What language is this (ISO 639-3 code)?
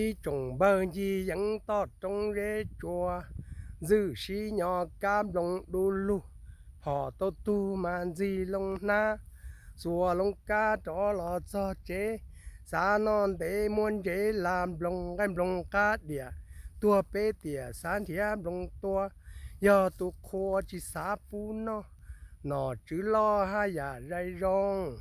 hmn